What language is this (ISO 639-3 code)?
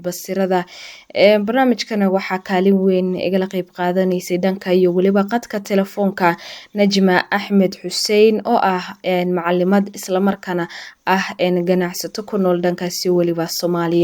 som